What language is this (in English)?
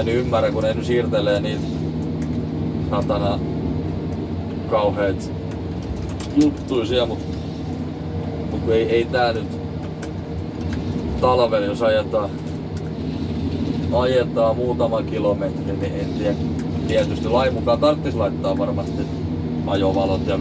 Finnish